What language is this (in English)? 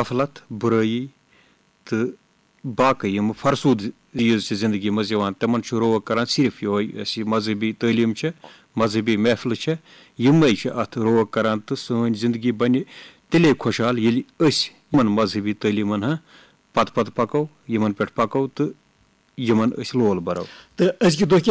Kashmiri